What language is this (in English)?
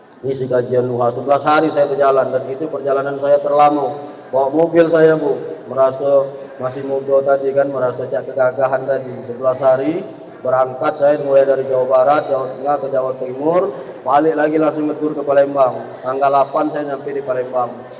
Musi